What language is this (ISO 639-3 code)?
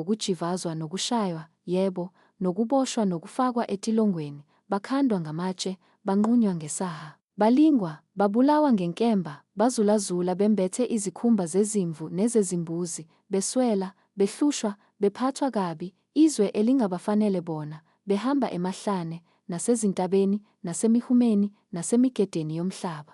zul